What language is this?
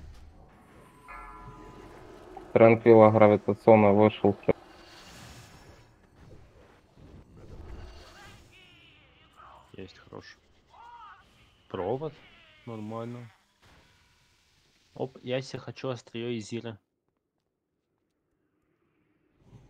Russian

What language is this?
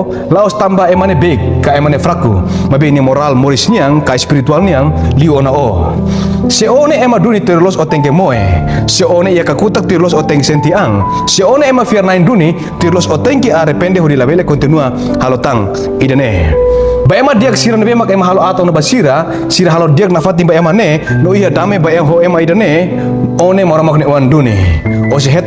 Tetum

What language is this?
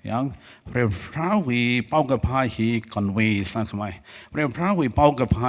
Tangkhul Naga (India)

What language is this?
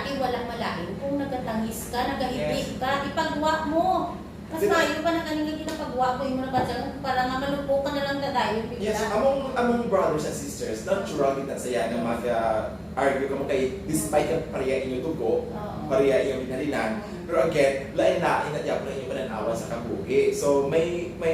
Hiligaynon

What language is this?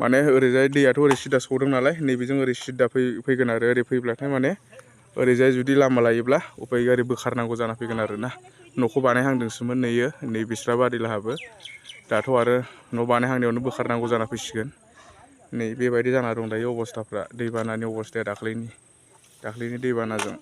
Bodo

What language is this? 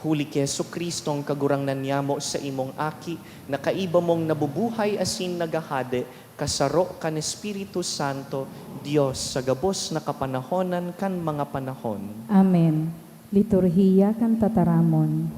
Bikol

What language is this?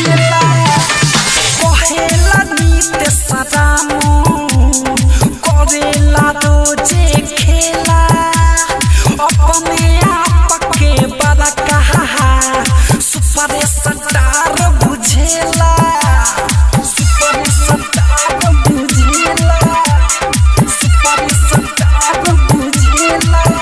Bhojpuri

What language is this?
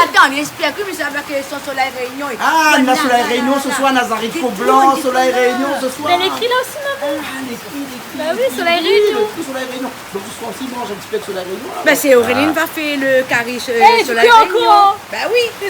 Réunion Creole French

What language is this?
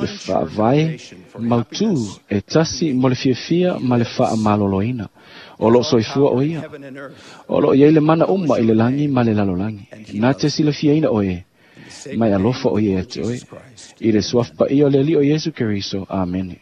Samoan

